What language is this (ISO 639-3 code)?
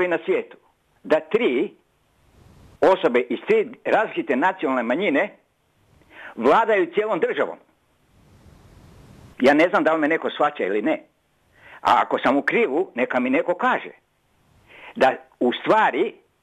hrv